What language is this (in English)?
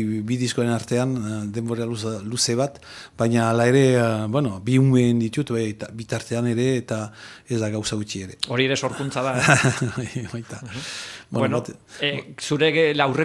Basque